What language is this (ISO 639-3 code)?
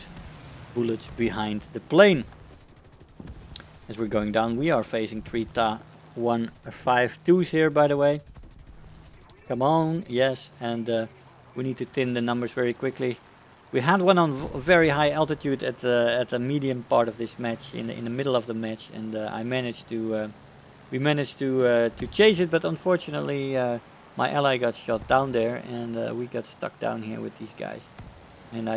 eng